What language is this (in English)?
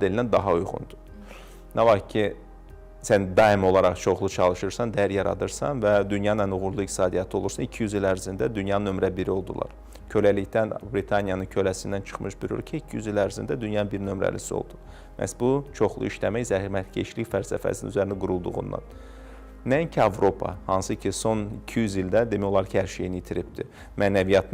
Azerbaijani